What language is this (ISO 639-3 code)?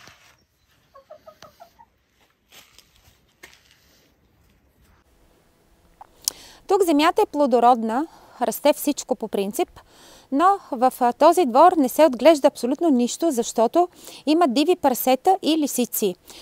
bul